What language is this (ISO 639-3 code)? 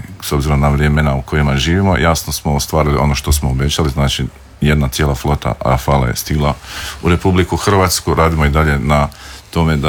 hrv